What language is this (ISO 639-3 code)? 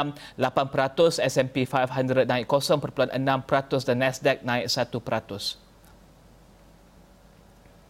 msa